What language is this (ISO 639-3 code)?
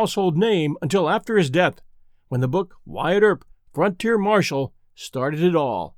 eng